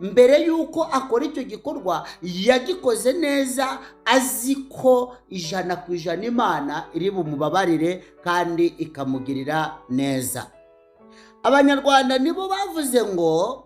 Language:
Kinyarwanda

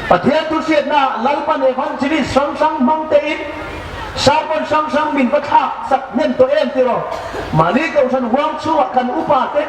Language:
Hmar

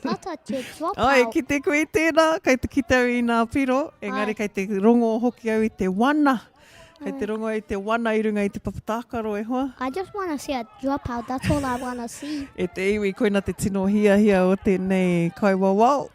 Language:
Māori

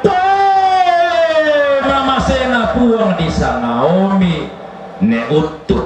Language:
Toraja-Sa'dan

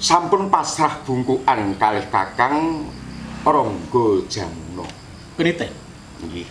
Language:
Javanese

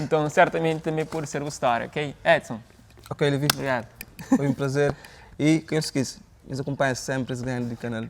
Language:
Kabuverdianu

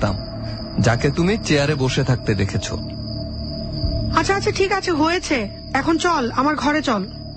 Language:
Bangla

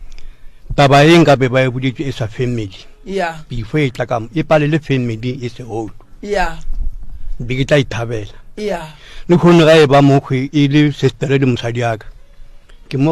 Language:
Northern Sotho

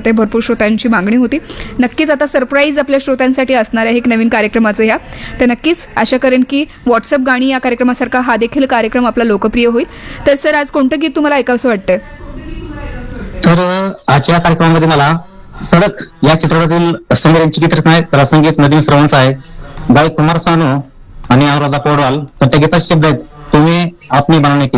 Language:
Marathi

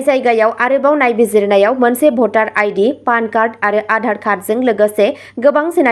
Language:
Bodo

